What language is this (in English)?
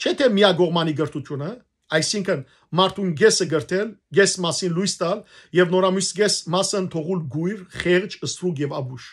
Western Armenian